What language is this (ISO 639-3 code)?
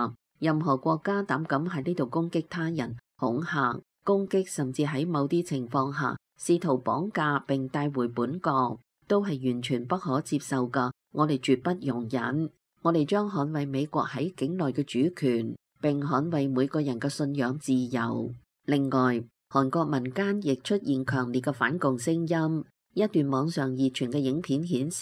yue